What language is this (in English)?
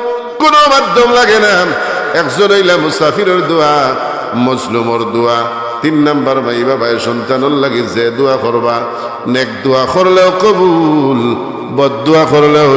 Sylheti